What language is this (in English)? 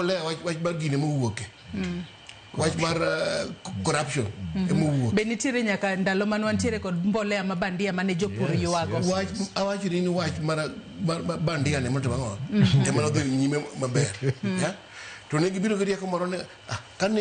Luo (Kenya and Tanzania)